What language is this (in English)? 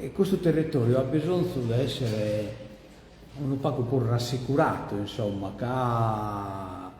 Sardinian